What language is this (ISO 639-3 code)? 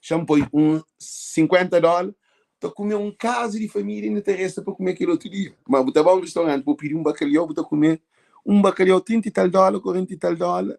kea